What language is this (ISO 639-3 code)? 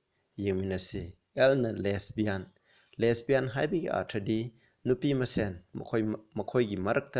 mni